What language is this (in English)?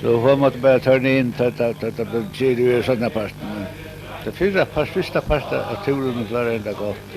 Faroese